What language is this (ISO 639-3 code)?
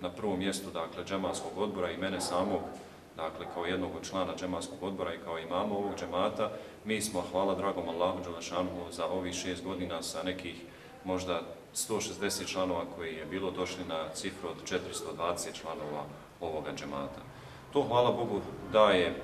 bos